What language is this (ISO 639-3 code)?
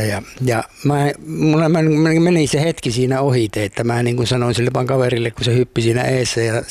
fin